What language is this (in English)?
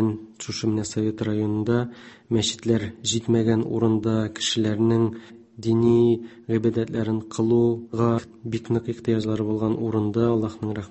Tatar